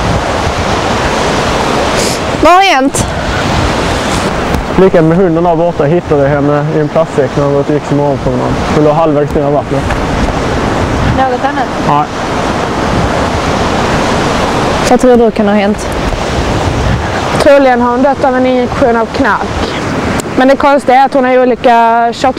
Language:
Swedish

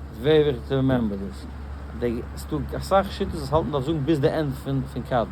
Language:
Yiddish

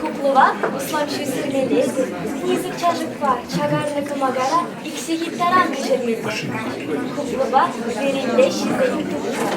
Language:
Chuvash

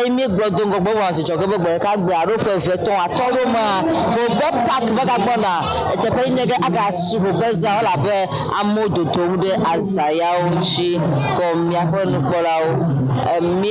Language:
Ewe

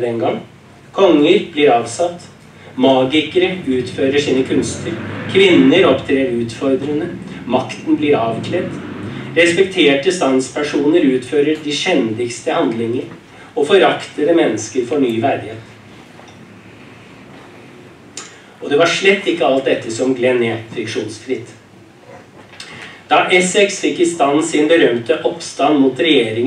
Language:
Norwegian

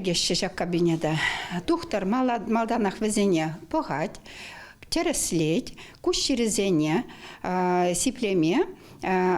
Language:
Chuvash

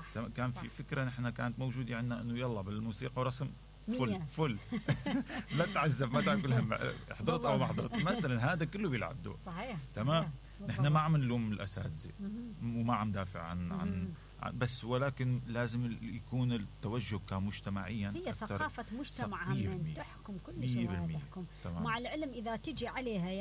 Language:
Mesopotamian Arabic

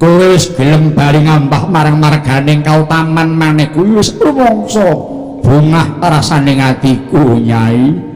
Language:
Javanese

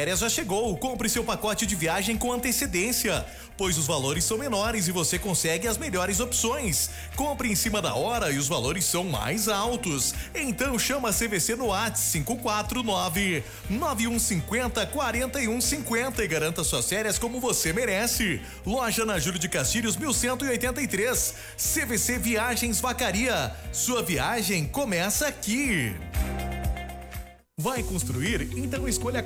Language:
Portuguese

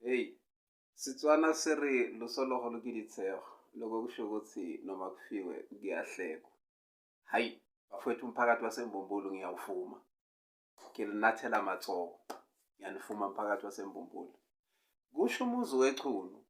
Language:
Zulu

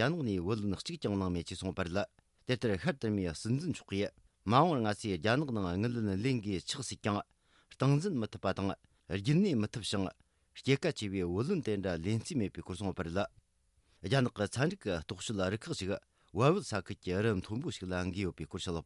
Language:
Tibetan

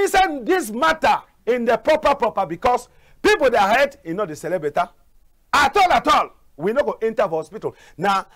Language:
Cameroon Pidgin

